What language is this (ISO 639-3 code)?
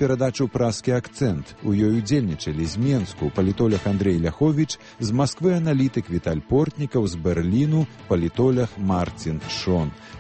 bel